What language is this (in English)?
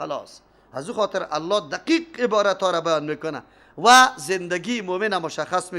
Persian